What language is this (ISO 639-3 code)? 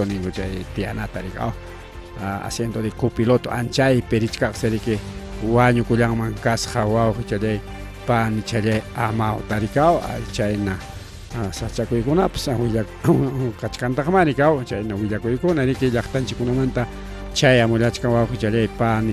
quy